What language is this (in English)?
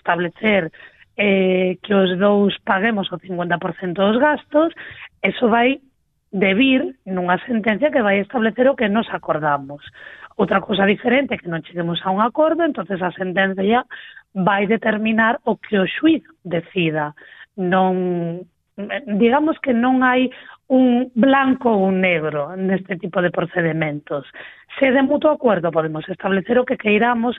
Galician